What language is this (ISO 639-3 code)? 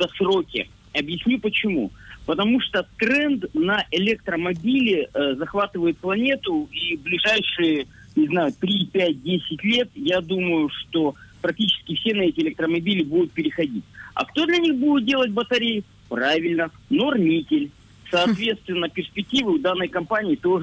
rus